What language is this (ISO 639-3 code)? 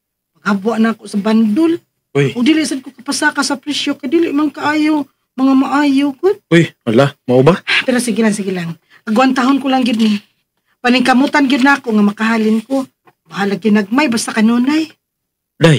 ceb